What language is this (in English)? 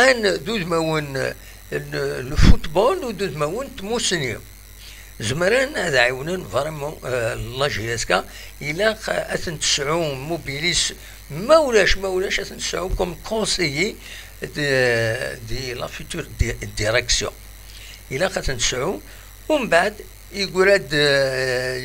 Kabyle